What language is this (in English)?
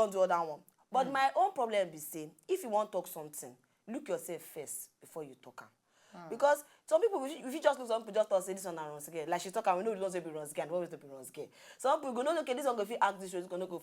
Nigerian Pidgin